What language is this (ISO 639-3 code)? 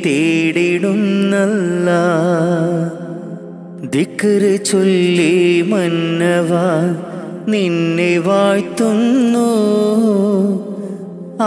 mal